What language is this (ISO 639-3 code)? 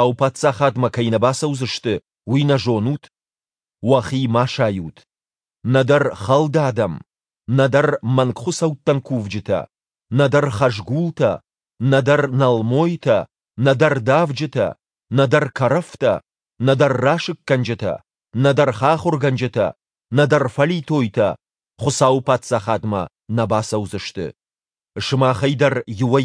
oss